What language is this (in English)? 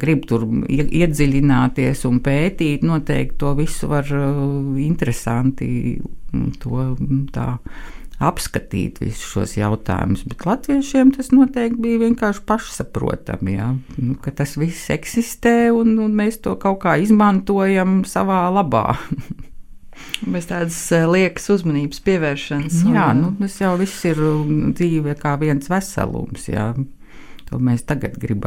Latvian